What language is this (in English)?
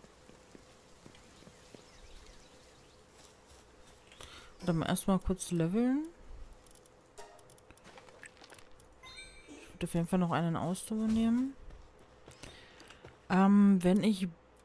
German